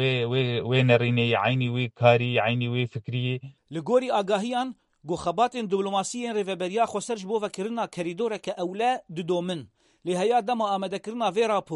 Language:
Kurdish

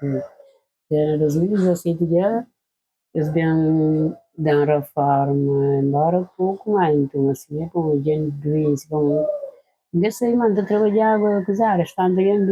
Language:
Kabuverdianu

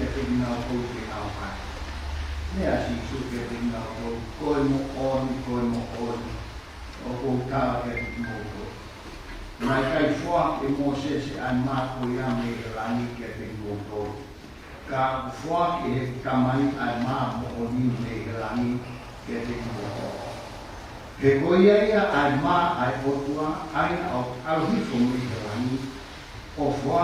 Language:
Tongan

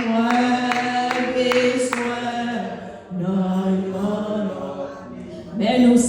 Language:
Haitian Creole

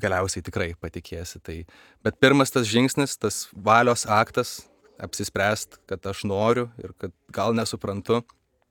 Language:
Lithuanian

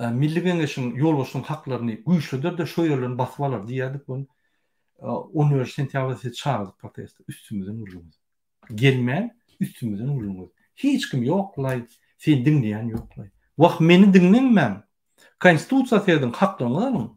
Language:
Turkmen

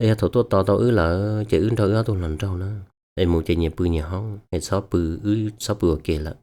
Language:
Hmong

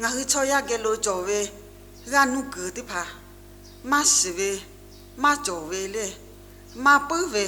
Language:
Lahu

